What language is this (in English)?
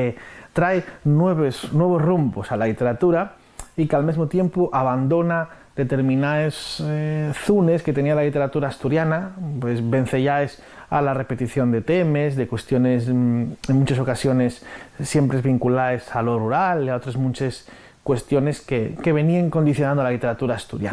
Asturian